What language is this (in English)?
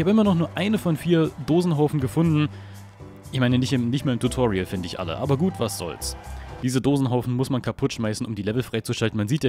German